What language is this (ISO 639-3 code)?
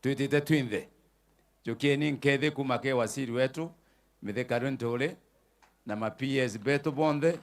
mer